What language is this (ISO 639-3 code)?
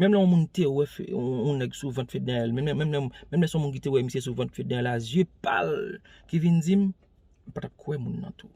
hat